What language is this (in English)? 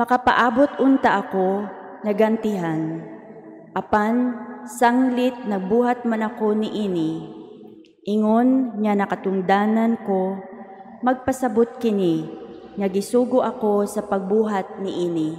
Cebuano